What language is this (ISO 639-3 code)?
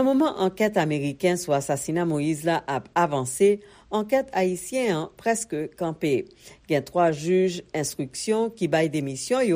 hat